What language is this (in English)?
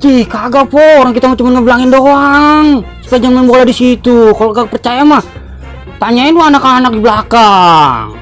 Betawi